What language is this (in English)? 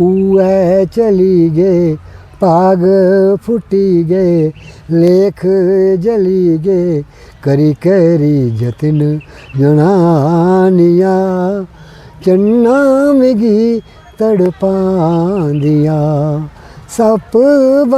Dogri